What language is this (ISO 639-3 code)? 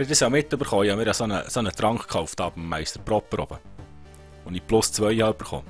gsw